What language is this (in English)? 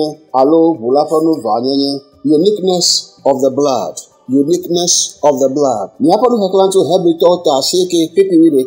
Ewe